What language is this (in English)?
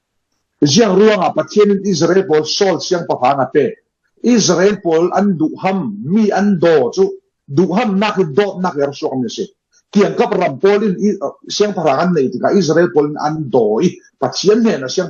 Falam Chin